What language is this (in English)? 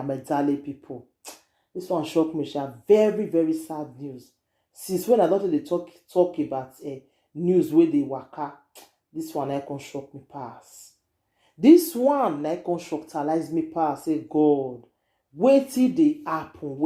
Nigerian Pidgin